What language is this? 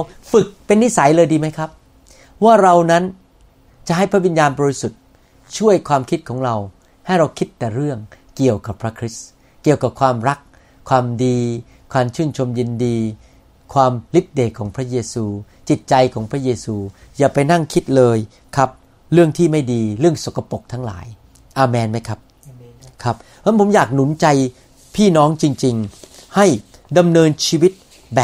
Thai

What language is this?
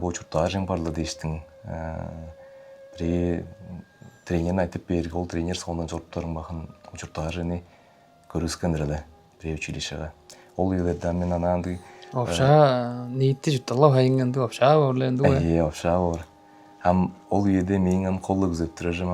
Tuvinian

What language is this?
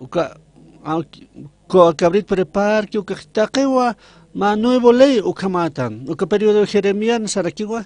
Aymara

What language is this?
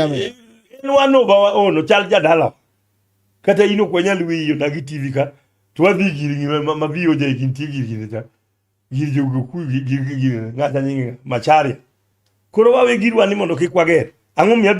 Luo (Kenya and Tanzania)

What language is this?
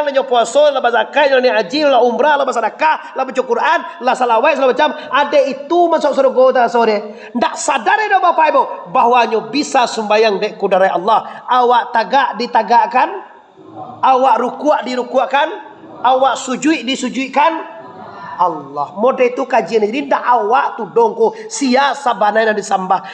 Minangkabau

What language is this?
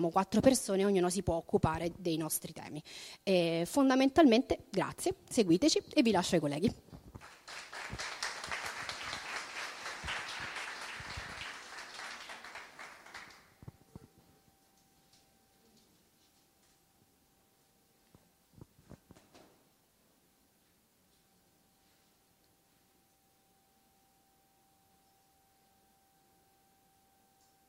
Italian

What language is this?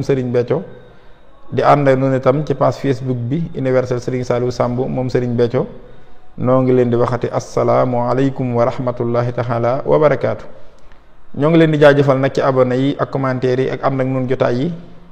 Wolof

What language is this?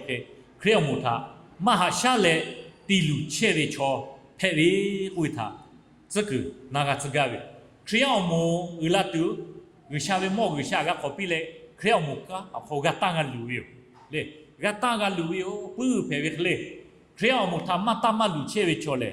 Lahu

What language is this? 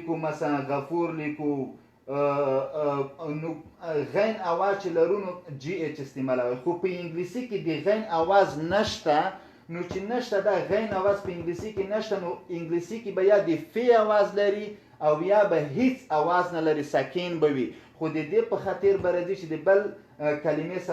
Pashto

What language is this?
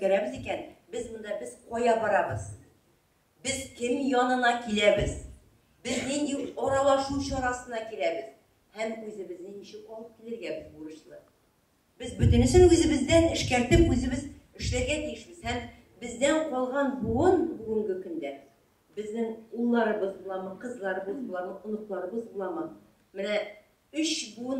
Tatar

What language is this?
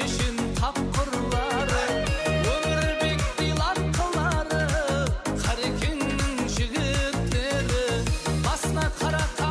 Kara-Kalpak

